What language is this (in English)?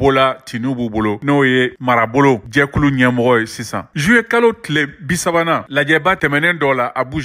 Bambara